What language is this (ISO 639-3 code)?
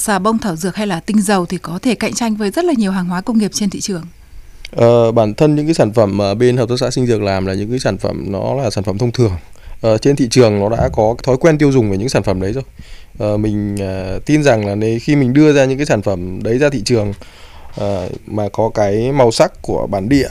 vie